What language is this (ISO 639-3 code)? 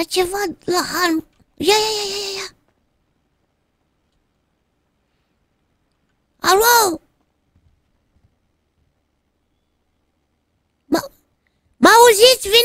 ron